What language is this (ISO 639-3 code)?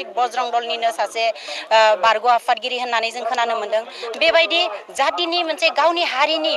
brx